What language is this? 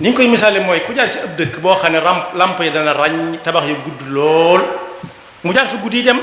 Wolof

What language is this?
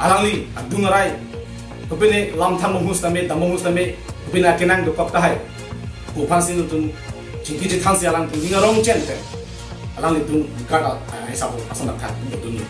Karbi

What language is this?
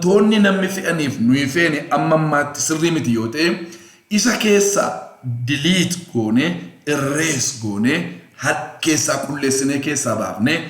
Oromo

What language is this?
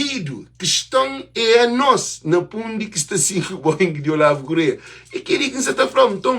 Kabuverdianu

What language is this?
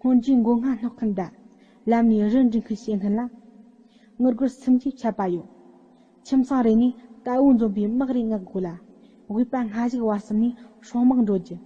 Tibetan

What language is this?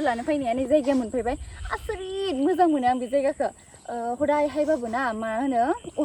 Bodo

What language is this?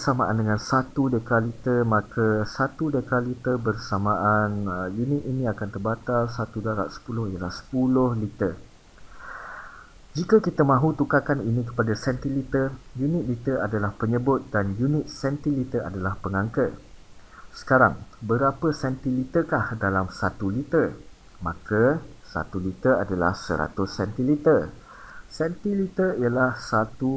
Malay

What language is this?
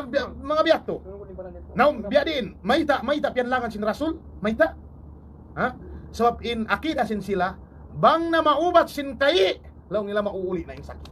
Tausug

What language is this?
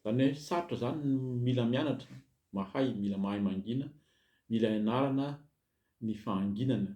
Malagasy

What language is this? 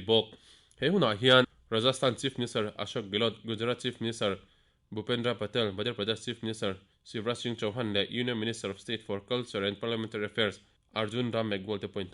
Mizo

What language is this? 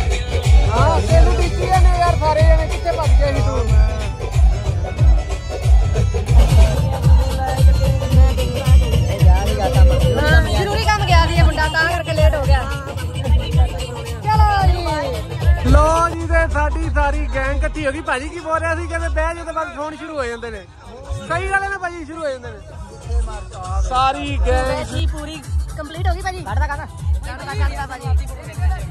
Punjabi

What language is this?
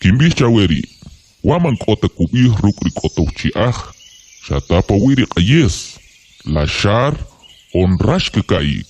Kʼicheʼ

